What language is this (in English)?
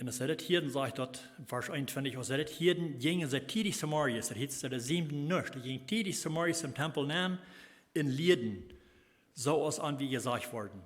Plautdietsch